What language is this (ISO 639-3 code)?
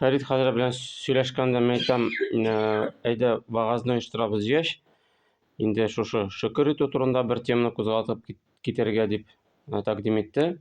tat